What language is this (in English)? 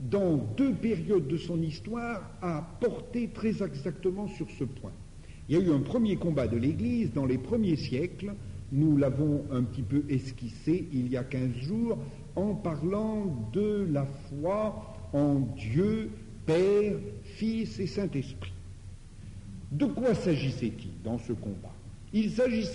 French